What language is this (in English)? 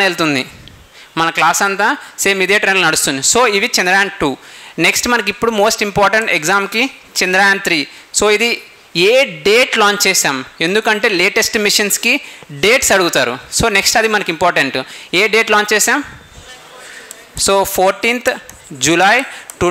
Telugu